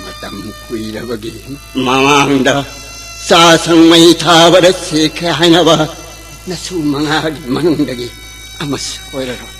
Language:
Manipuri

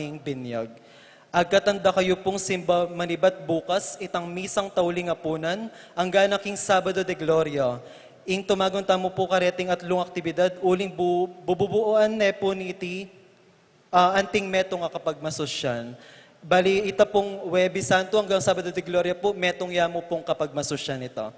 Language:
Pampanga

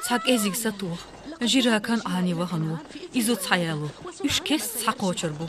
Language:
Chechen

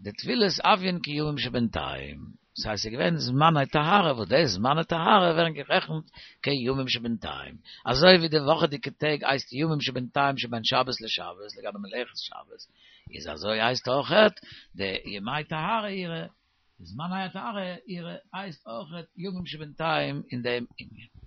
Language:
Yiddish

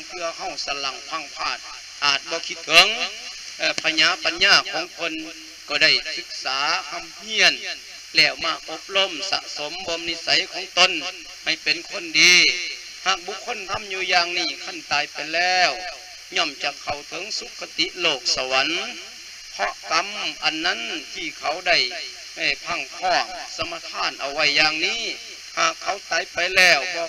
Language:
Lao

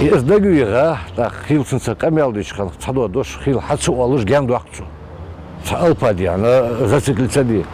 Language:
Ingush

